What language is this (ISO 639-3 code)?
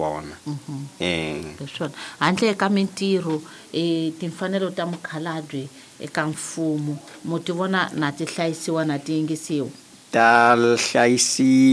tso